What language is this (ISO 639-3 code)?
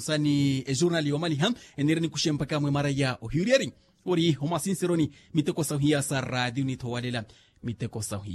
vmw